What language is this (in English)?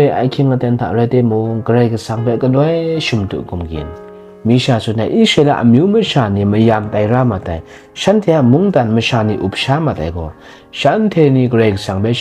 Kachin